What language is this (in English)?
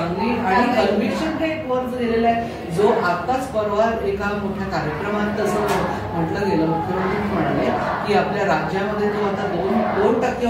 Marathi